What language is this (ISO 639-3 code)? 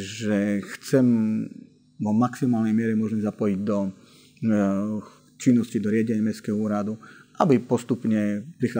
slk